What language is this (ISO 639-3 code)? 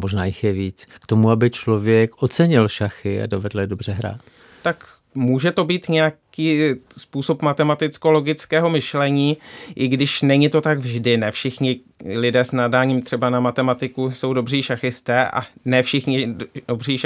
ces